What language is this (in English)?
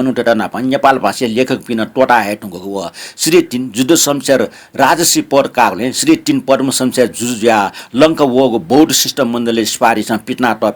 Newari